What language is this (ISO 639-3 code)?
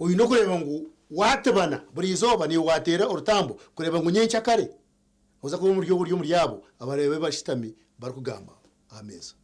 nyn